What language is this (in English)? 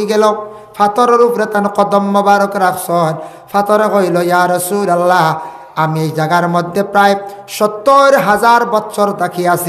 Sylheti